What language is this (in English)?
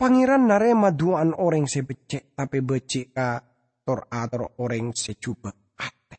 Madurese